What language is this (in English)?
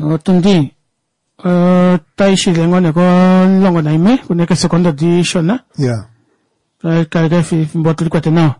Kuanyama